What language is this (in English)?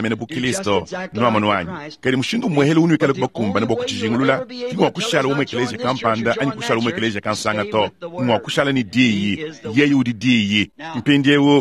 Luba-Lulua